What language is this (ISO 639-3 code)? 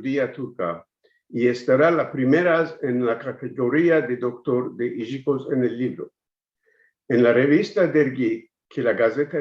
lad